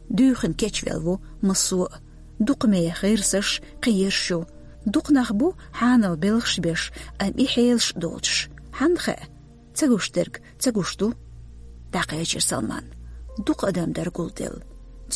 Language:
Chechen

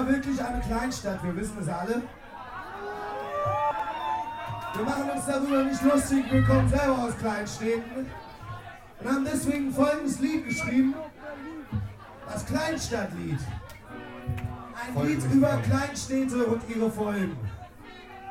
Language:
German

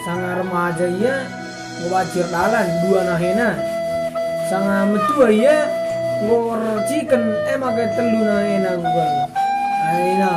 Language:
Batak Karo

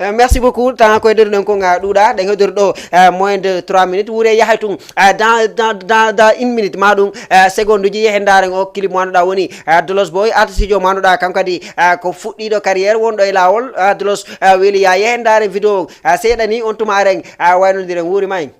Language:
Fula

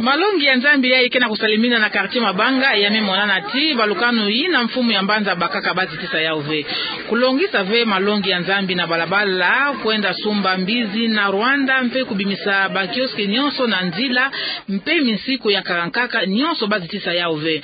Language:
Kituba (Democratic Republic of Congo)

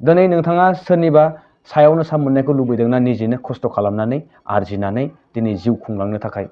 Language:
Bodo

